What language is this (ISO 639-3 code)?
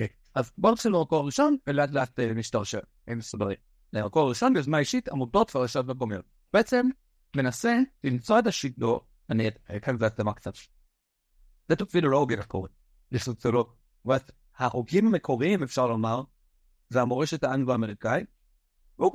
heb